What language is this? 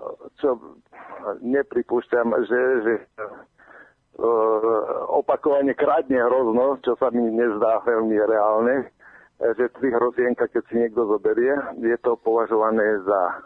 Slovak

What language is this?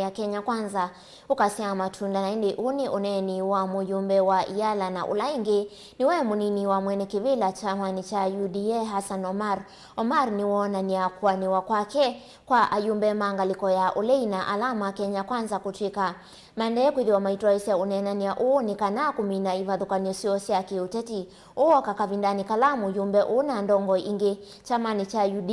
Kamba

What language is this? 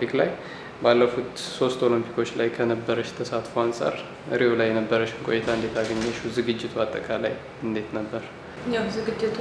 Amharic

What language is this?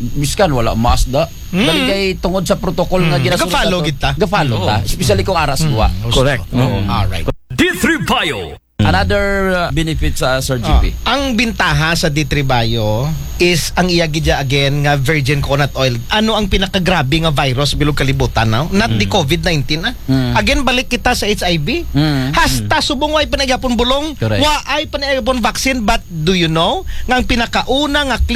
Aklanon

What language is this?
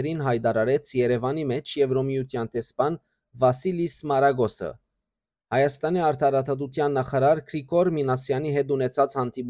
Western Armenian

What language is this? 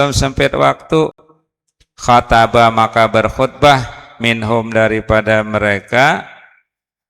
Banjar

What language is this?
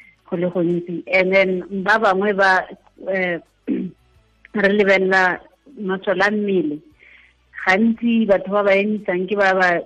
Tswana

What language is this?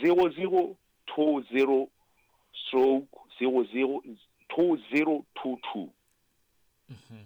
Southern Sotho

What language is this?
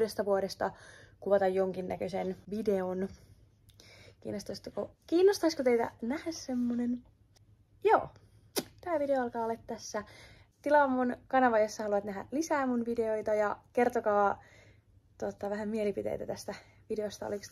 Finnish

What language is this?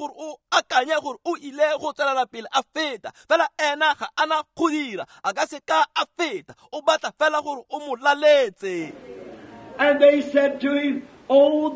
Tswana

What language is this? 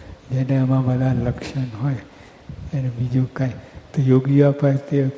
Gujarati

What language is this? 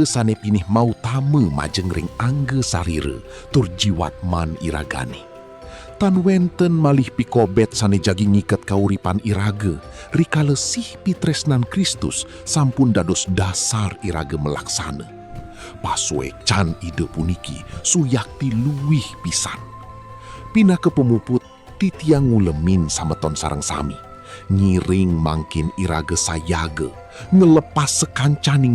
Balinese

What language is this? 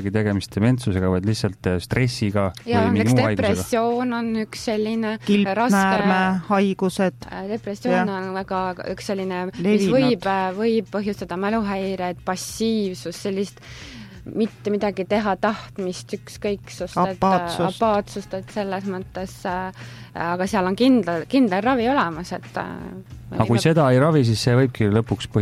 Estonian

